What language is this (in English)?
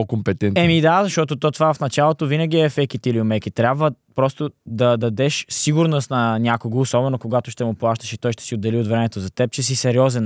Bulgarian